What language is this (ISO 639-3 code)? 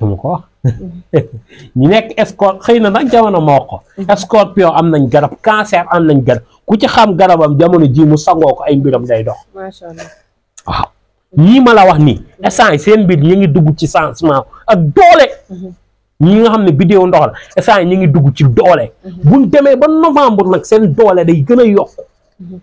wol